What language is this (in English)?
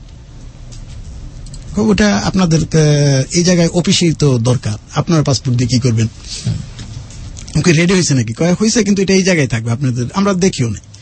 Bangla